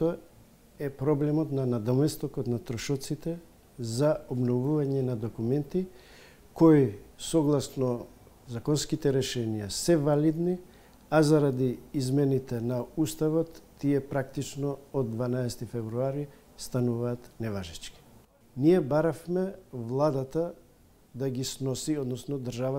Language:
Macedonian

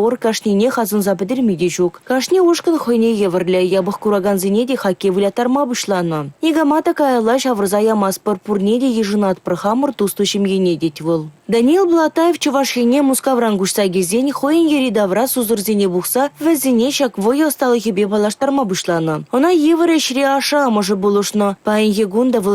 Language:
Chuvash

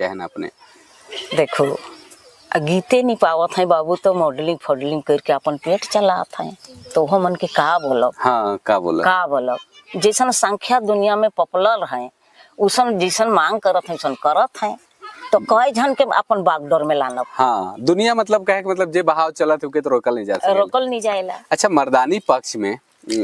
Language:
Sadri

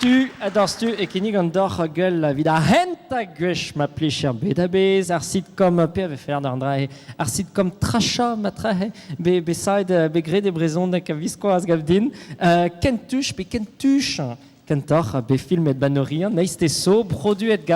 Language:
Breton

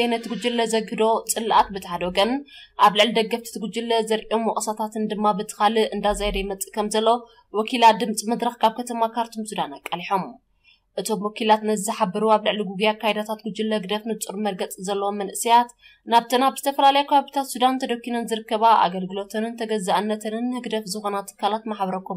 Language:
Tigrinya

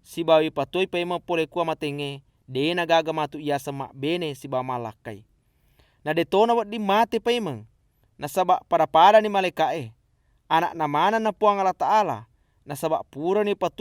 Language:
Buginese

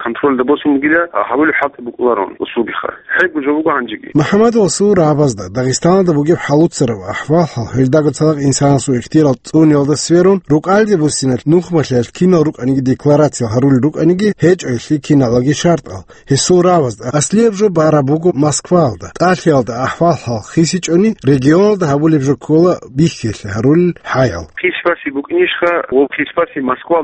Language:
Avaric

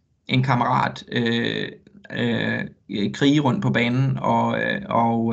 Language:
Danish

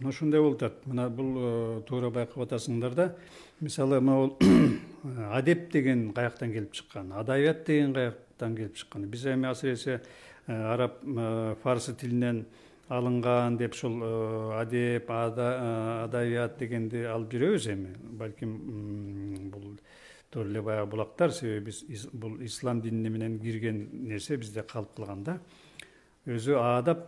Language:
Kyrgyz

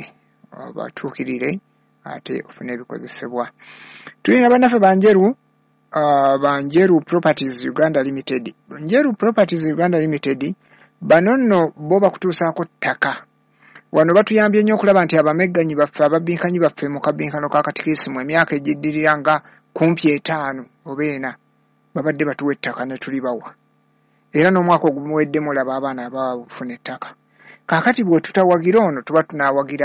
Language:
Ganda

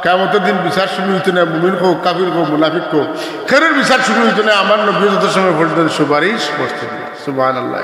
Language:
Sylheti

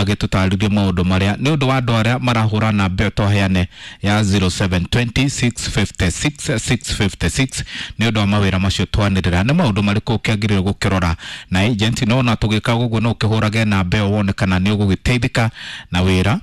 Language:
Kikuyu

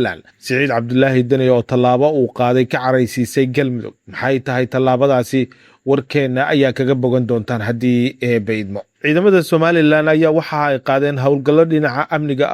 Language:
Somali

